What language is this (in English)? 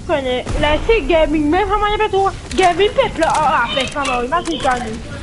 Morisyen